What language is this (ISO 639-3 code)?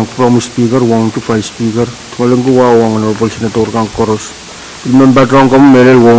pon